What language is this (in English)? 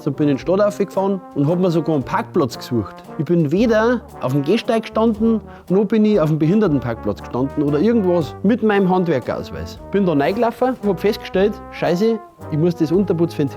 Bavarian